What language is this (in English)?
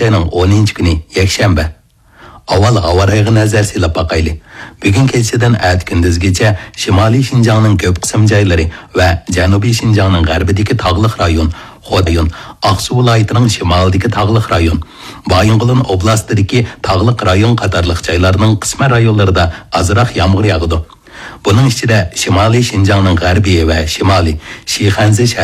Uyghur